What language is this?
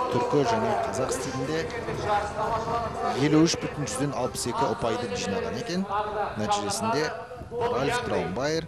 Kazakh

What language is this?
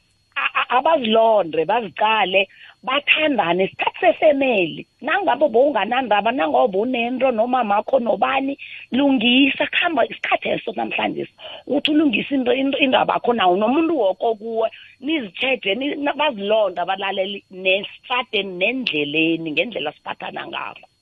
South Ndebele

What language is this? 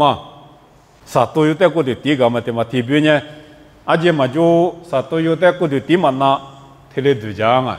Lisu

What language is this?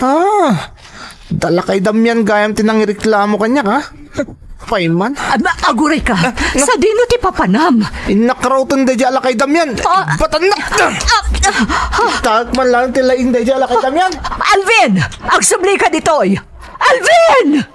Iloko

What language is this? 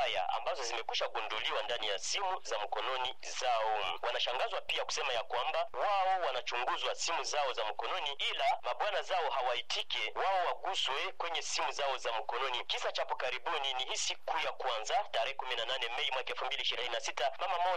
Swahili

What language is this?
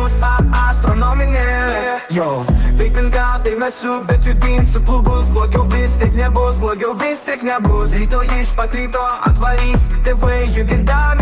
Lithuanian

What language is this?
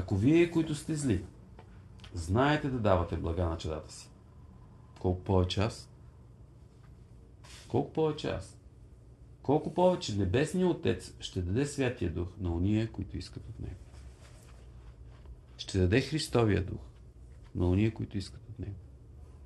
Bulgarian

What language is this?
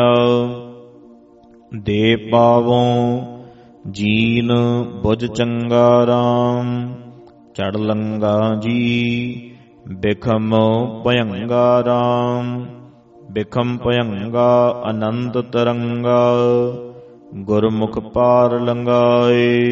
Punjabi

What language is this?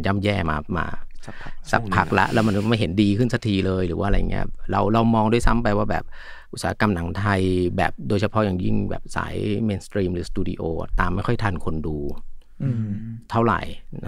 Thai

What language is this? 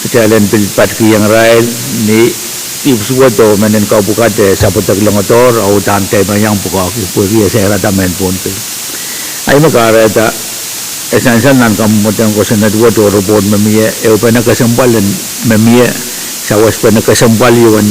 Pohnpeian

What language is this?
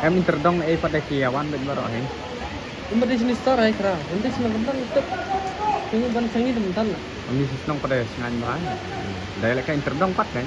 Khasi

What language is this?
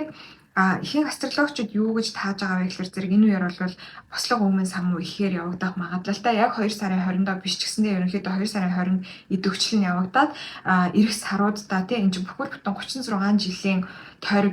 Mongolian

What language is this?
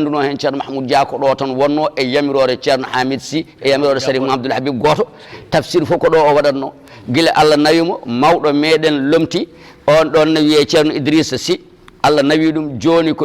Fula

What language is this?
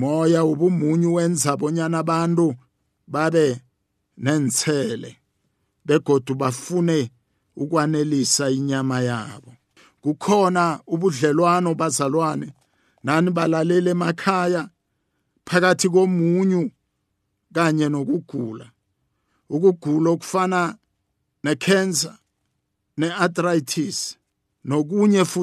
South Ndebele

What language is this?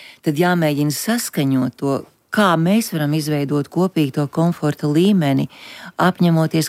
Latvian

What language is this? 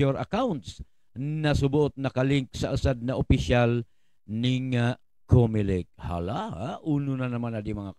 Buhi'non Bikol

